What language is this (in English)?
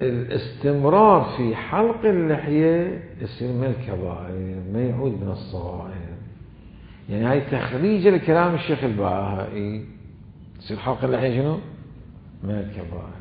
Mesopotamian Arabic